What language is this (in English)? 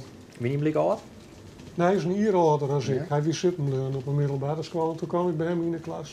Western Frisian